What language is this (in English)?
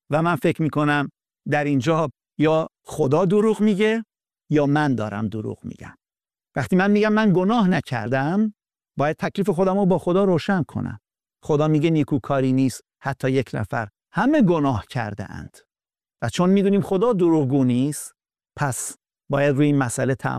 Persian